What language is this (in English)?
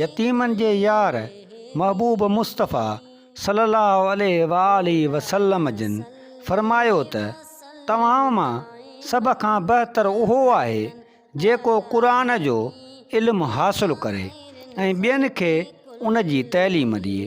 Sindhi